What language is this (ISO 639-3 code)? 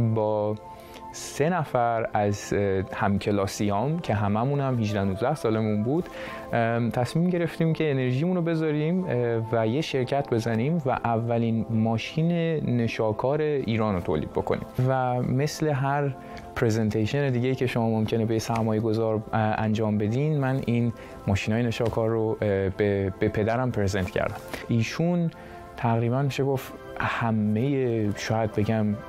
fas